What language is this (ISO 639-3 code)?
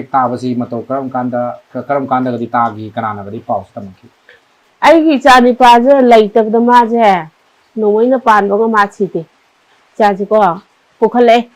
mni